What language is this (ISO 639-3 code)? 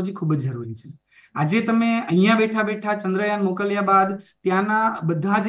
guj